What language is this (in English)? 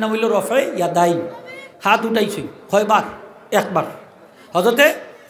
Sylheti